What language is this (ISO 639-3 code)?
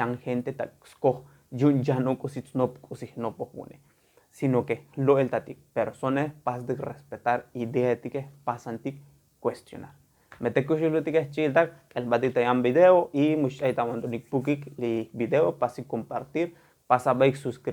tzo